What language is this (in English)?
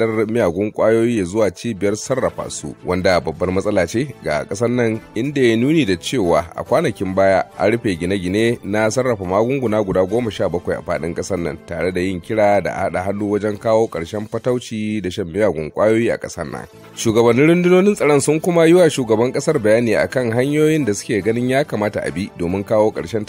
Hausa